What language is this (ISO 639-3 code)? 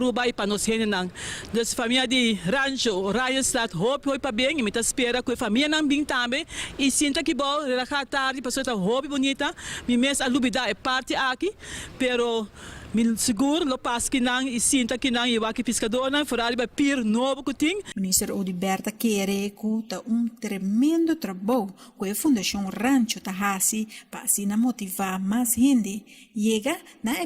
pap